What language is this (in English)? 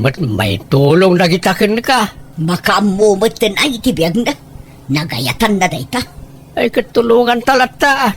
Iloko